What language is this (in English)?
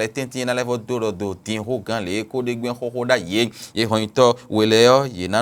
Fon